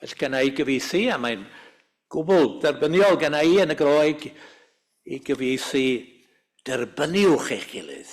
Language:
Welsh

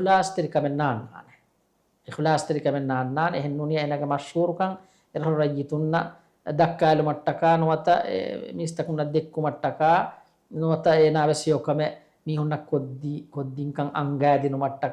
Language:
Divehi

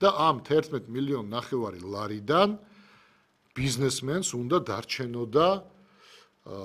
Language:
Georgian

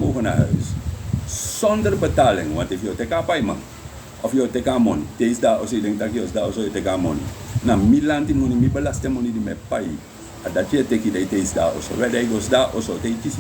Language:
Sranan Tongo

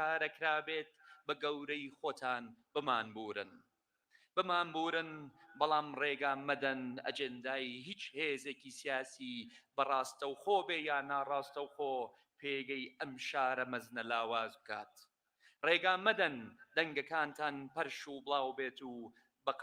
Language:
Central Kurdish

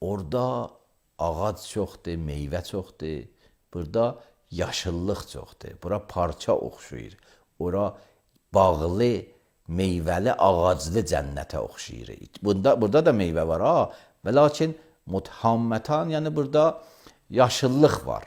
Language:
Azerbaijani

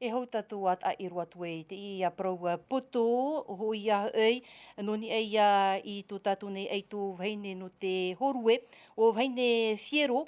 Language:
Tahitian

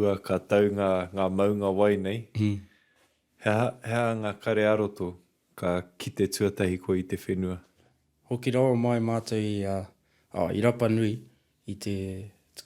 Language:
Māori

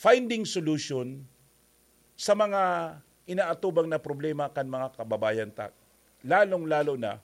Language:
Bikol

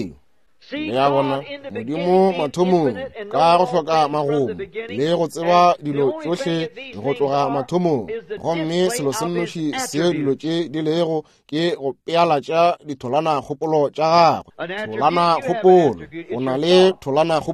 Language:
Northern Sotho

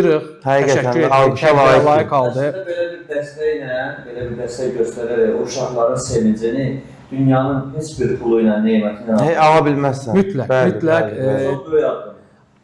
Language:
Azerbaijani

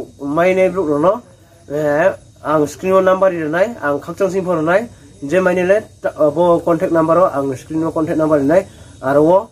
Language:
Riang (India)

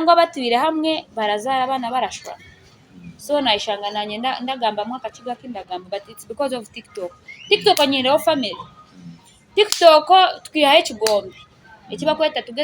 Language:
Nyankole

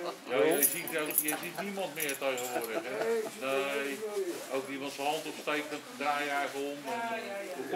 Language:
Dutch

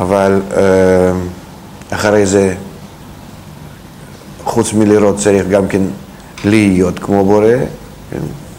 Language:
Hebrew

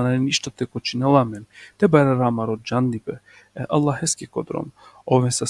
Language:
Balkan Romani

